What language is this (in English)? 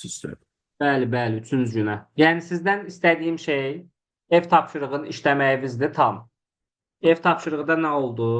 Azerbaijani